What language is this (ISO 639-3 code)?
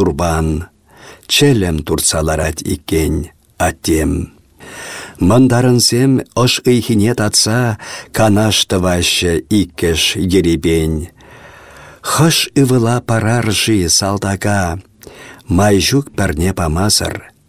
chv